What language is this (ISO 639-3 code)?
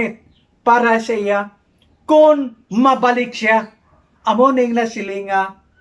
hil